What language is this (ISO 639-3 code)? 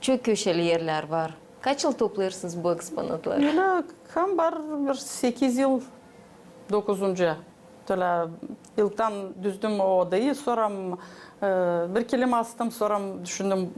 gag